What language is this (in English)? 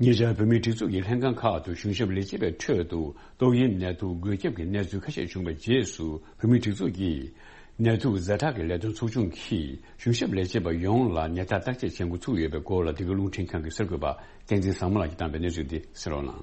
Tibetan